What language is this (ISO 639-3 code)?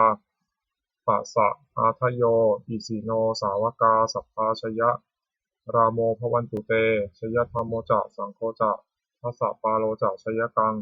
pli